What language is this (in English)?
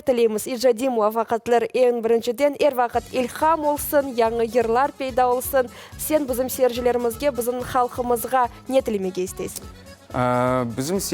Crimean Tatar